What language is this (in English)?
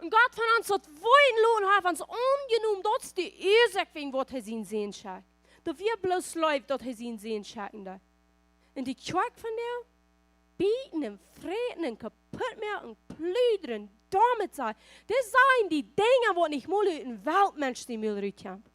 Plautdietsch